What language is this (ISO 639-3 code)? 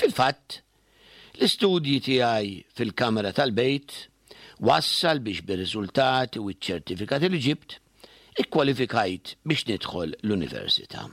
mlt